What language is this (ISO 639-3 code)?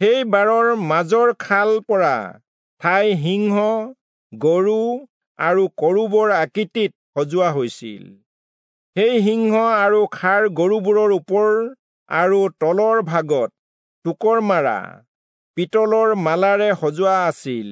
asm